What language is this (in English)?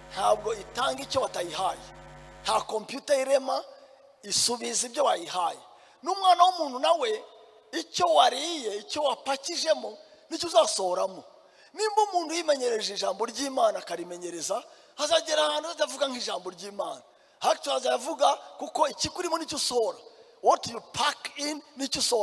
Kinyarwanda